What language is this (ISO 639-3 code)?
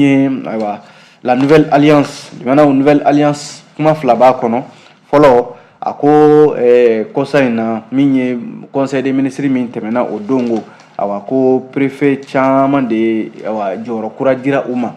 bam